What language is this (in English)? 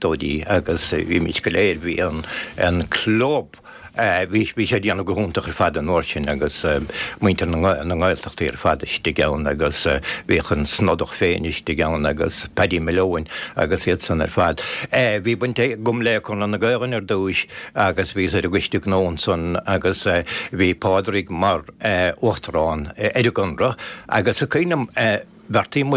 Irish